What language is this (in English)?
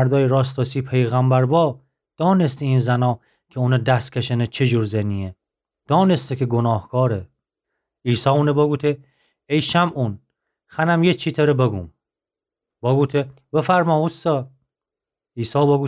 Gilaki